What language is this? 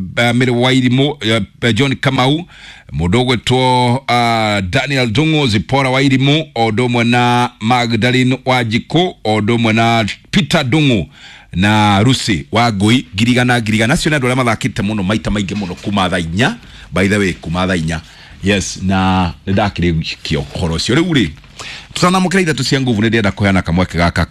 Kikuyu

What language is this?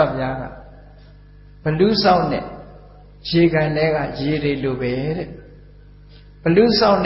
Burmese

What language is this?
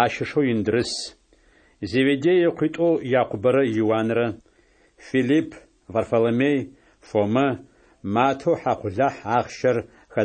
Adyghe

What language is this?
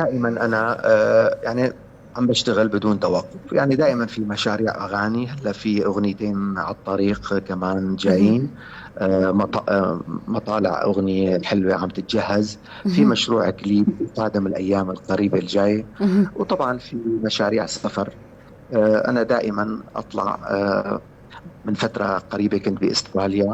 North Levantine Arabic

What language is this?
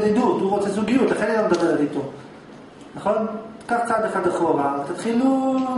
Hebrew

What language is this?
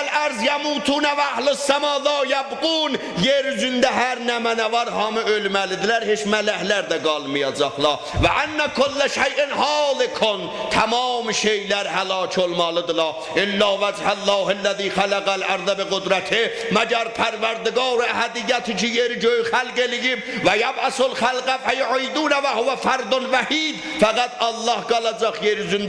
South Azerbaijani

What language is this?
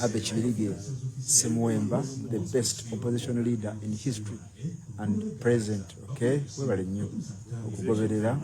Ganda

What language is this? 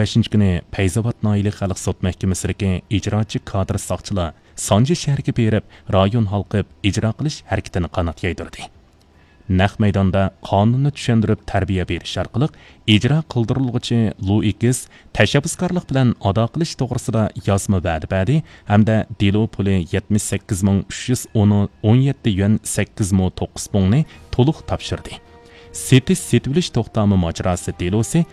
Uyghur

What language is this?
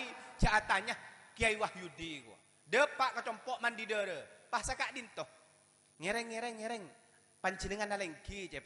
Madurese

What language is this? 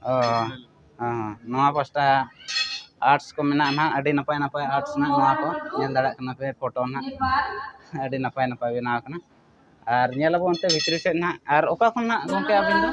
Santali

